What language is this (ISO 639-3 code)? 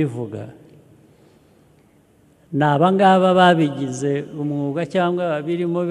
kin